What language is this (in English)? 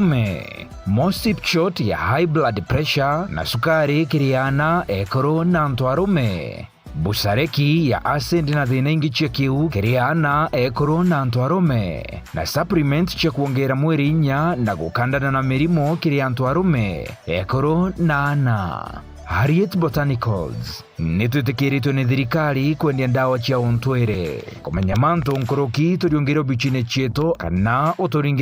Meru